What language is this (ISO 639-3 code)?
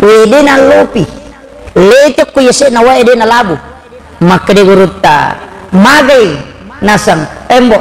bug